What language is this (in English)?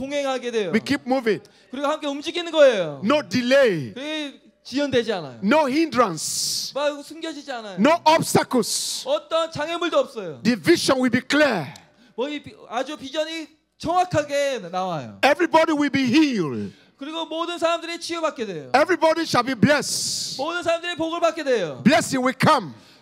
Korean